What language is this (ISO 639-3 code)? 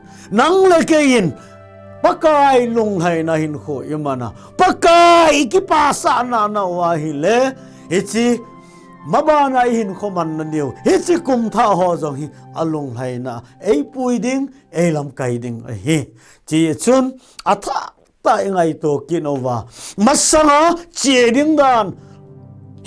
tcz